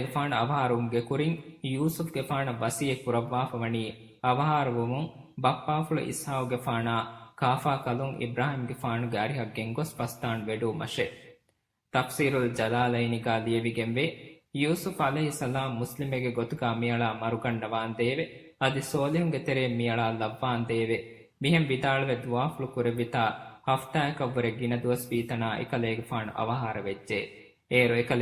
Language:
Divehi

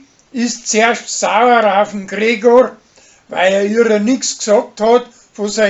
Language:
Bavarian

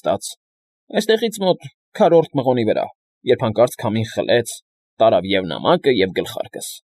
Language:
Armenian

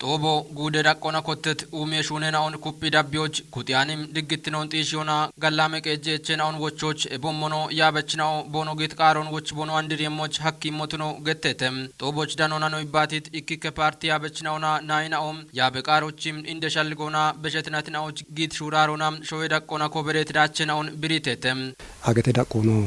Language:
Kafa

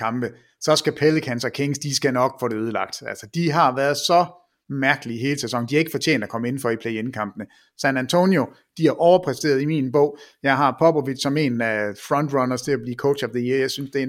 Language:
Danish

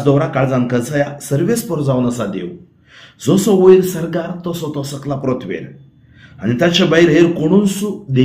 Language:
Konkani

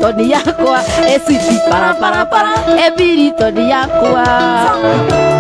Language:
Kikuyu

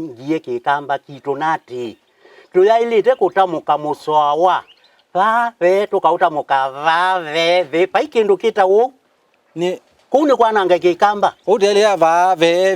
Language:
Kamba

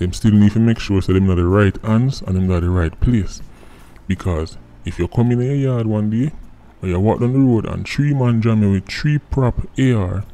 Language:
Jamaican Creole English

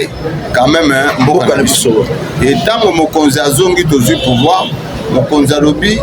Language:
Lingala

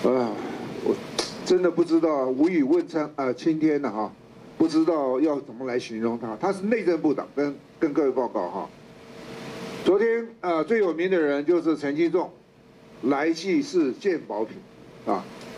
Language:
Chinese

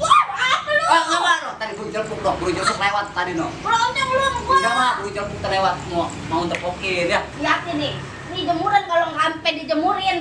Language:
Betawi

